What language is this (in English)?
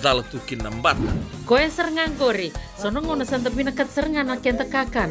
Fijian